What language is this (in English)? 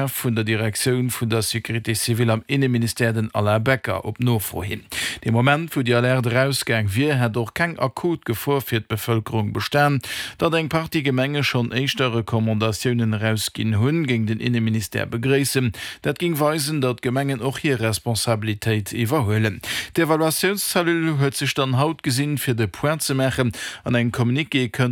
Luxembourgish